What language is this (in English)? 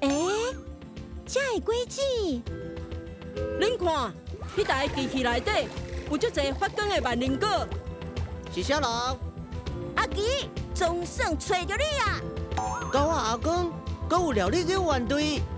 Min Nan Chinese